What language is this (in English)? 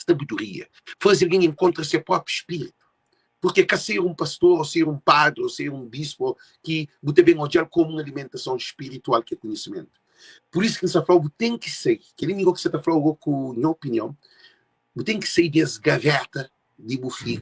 Kabuverdianu